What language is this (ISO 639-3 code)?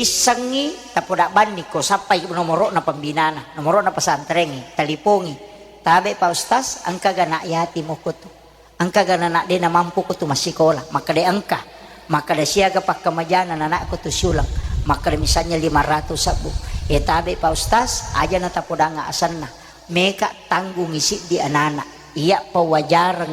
bug